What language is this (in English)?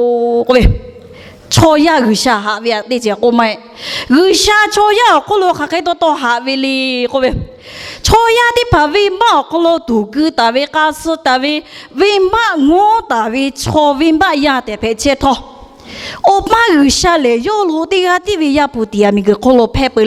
Lahu